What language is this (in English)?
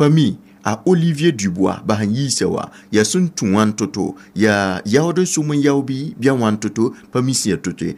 Mossi